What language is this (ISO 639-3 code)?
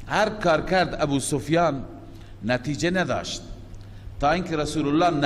fas